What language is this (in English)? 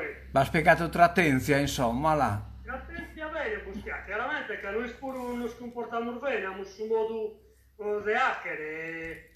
Sardinian